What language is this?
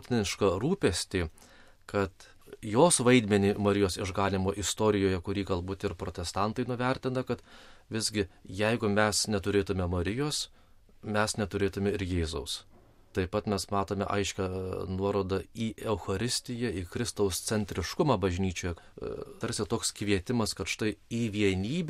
Lithuanian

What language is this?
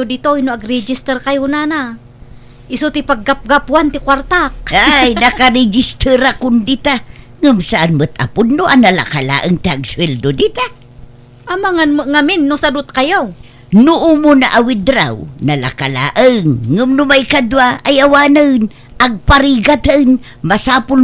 Iloko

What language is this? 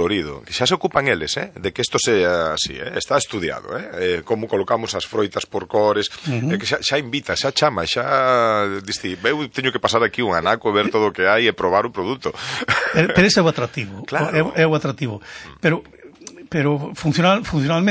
Galician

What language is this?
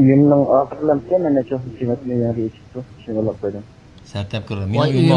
Uyghur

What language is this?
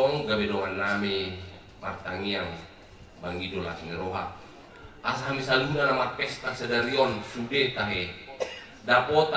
Batak Toba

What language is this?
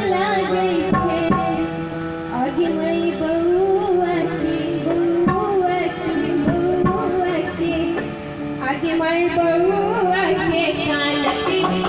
Maithili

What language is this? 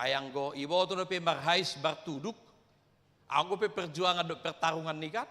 Batak Toba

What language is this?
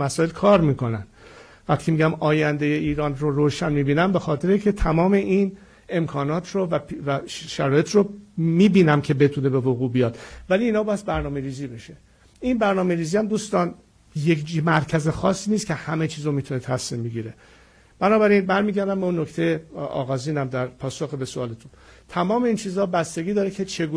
Persian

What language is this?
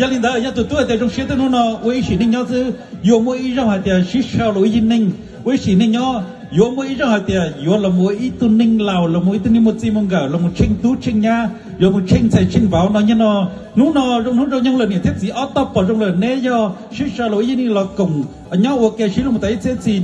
Hmong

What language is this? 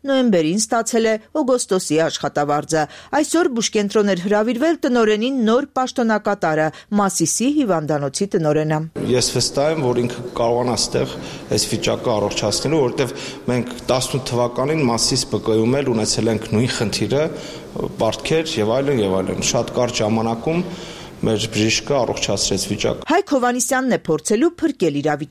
Armenian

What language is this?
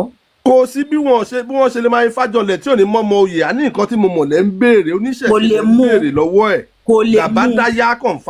Yoruba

